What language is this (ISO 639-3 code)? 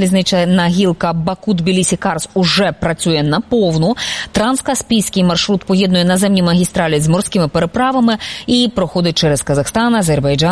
ukr